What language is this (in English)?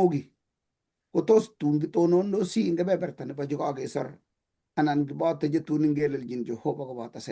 Kalenjin